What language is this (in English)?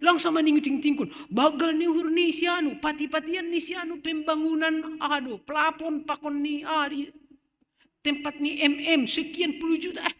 Batak Simalungun